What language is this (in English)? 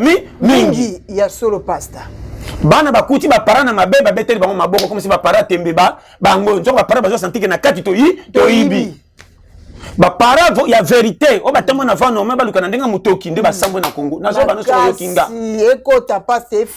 Lingala